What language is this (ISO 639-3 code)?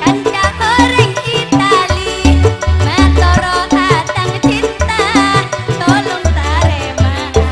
mad